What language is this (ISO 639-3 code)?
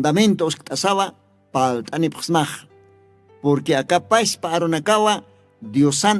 aym